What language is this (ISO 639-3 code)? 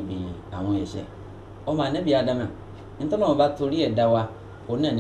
yor